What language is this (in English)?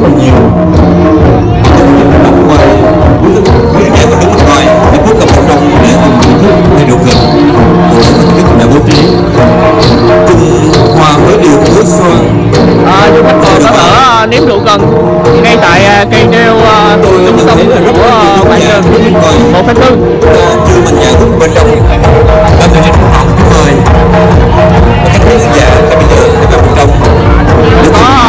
Vietnamese